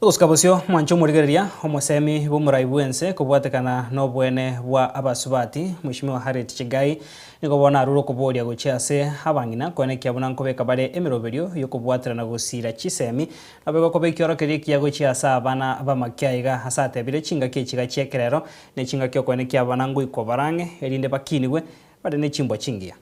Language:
Gusii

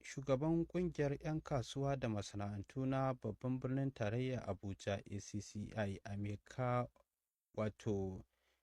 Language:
Hausa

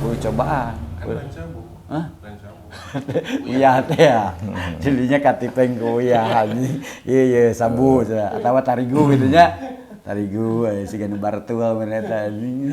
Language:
Sundanese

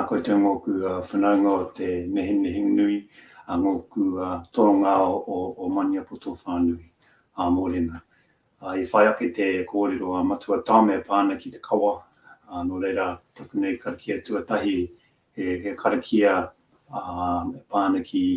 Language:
Māori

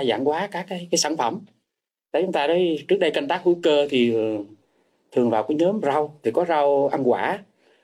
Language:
Vietnamese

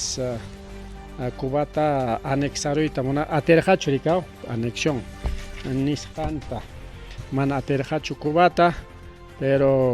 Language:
Ayacucho Quechua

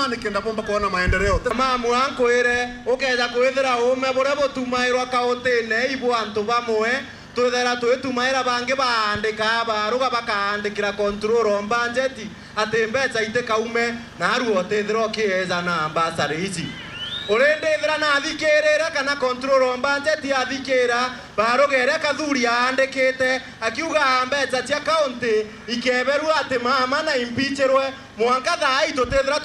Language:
Meru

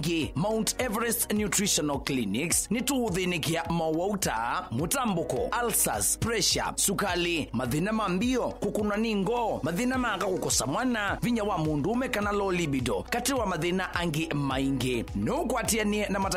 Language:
Kamba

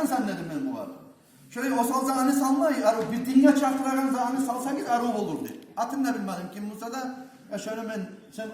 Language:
Kumyk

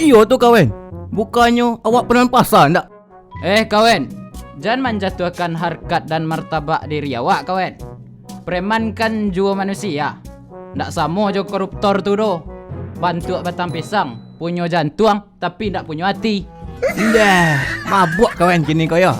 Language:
Minangkabau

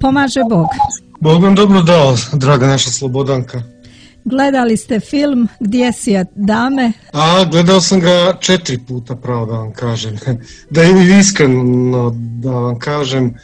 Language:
Serbian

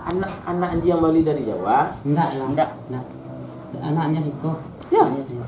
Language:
Minangkabau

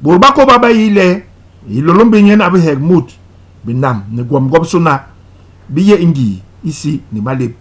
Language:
Basaa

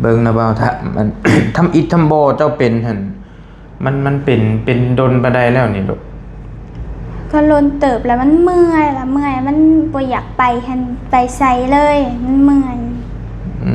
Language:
Lao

